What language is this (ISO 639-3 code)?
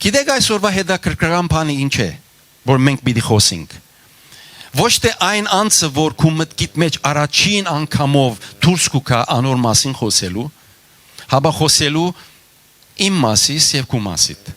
hyw